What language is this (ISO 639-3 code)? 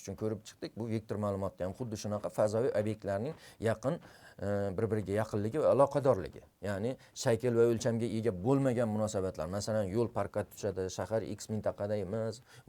uzb